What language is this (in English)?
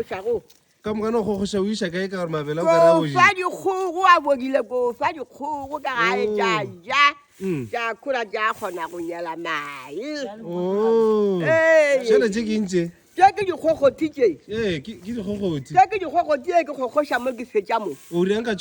Northern Sotho